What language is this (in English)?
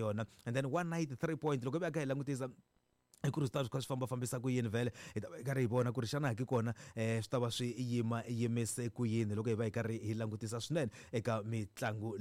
Tsonga